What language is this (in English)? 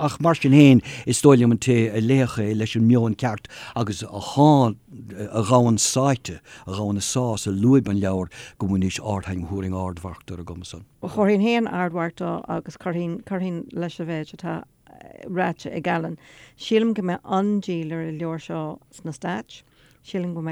Irish